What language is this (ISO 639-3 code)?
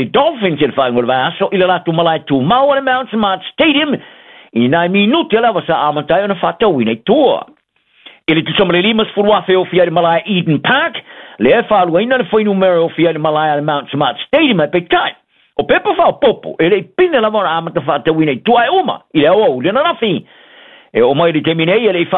smo